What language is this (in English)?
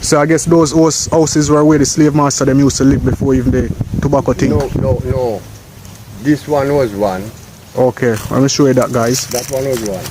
Jamaican Creole English